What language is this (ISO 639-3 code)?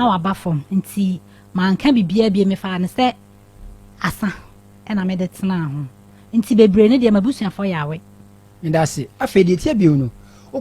aka